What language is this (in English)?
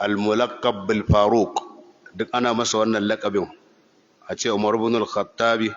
Hausa